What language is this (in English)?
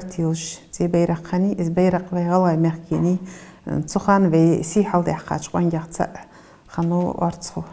Ingush